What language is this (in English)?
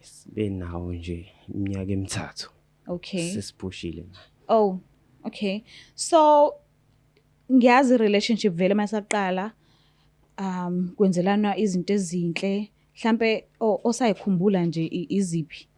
Zulu